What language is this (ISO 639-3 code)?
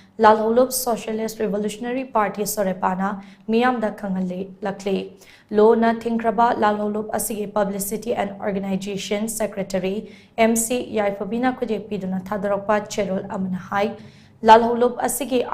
mni